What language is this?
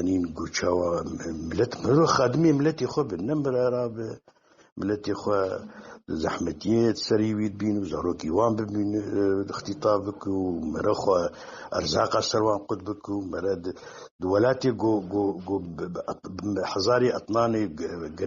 Kurdish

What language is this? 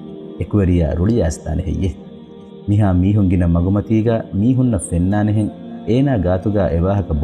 Divehi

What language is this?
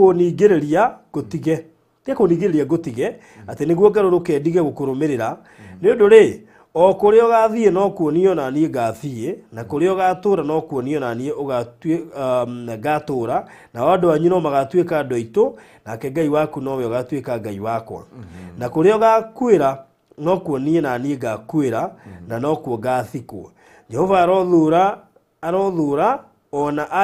Kikuyu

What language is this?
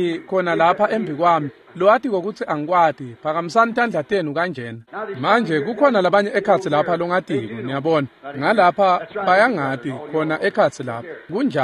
Swati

